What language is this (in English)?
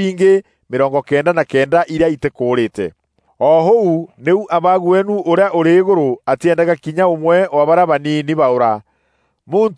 Meru